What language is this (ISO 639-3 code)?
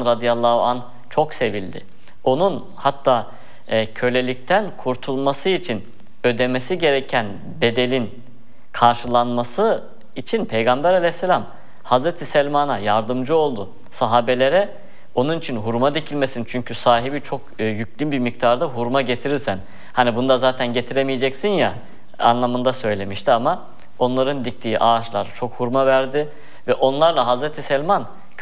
tur